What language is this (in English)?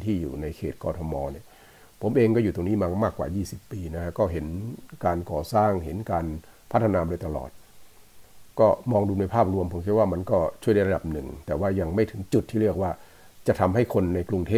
Thai